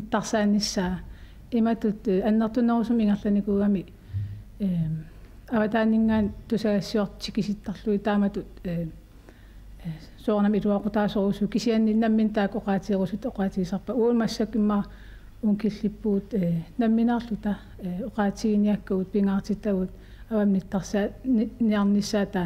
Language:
Kalaallisut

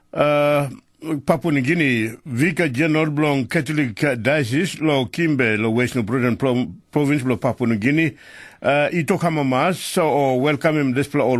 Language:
Tok Pisin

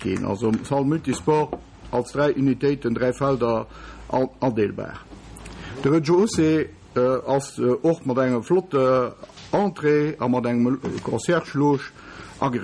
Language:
Luxembourgish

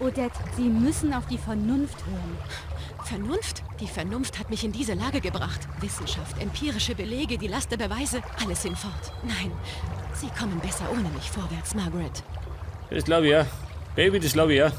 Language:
Bavarian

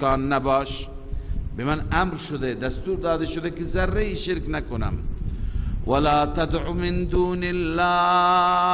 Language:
Persian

